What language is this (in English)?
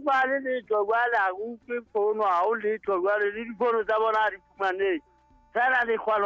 Southern Sotho